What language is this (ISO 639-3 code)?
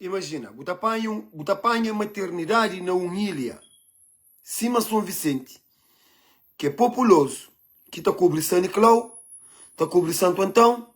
kea